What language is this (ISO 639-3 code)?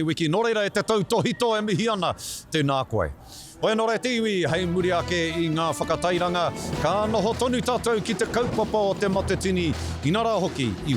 mri